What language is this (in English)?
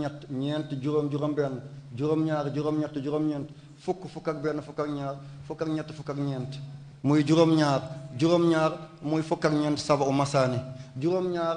Wolof